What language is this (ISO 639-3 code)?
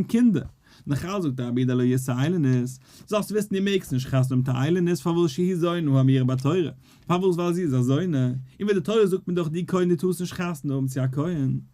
yid